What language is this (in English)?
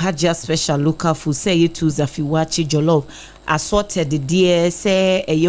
Akan